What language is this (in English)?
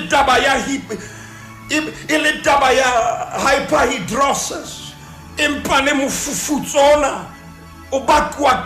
Southern Sotho